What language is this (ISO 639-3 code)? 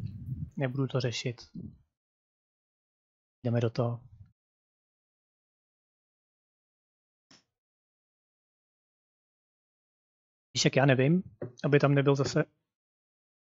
ces